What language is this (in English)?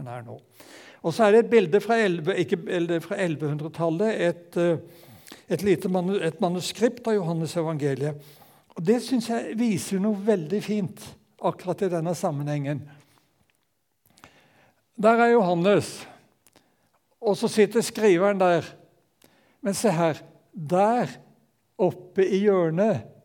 Norwegian